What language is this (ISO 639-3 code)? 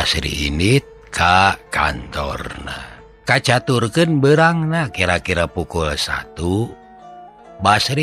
sun